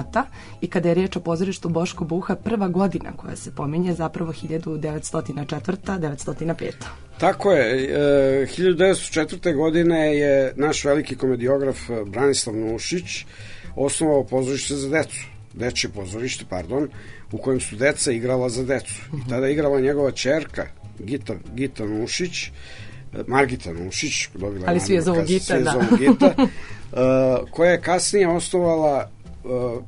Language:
Serbian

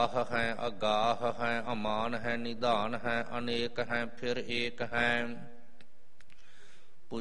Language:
Punjabi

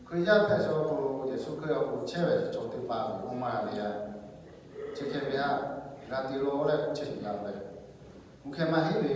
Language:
Lahu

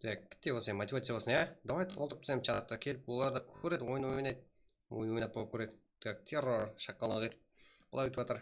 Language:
Kara-Kalpak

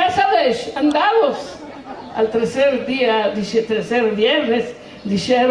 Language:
Ladino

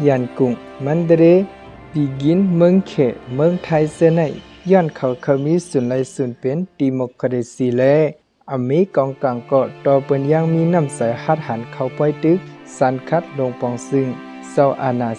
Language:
Shan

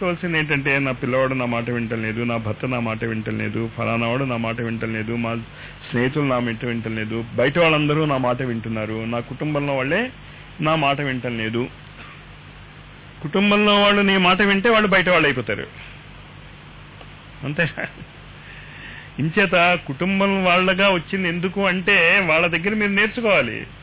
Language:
Telugu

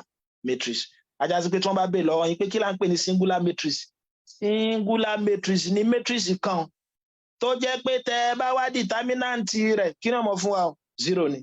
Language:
Yoruba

